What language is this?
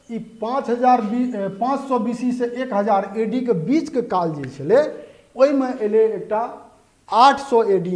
Maithili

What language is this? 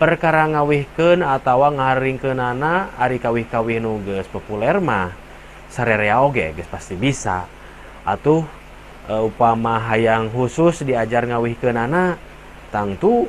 Sundanese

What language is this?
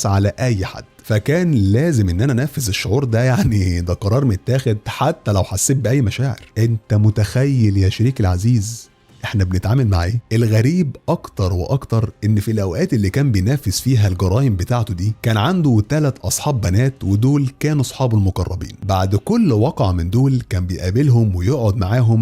Egyptian Arabic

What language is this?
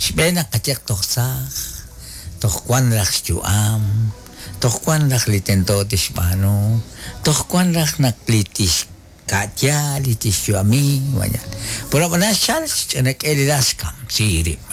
Kekchí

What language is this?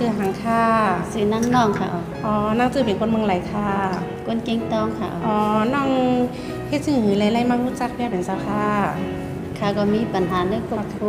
Shan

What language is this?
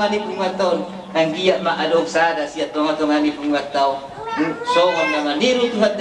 Batak Toba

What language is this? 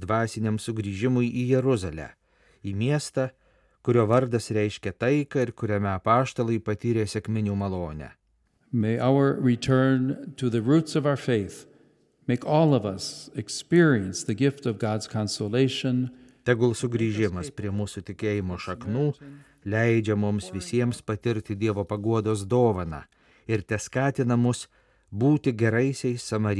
Lithuanian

